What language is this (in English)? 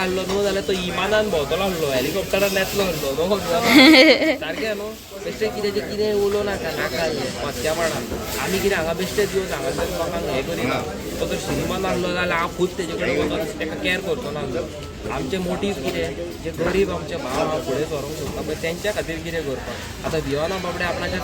Konkani